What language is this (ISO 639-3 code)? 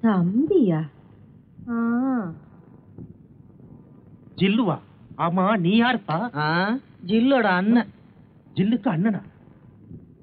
tam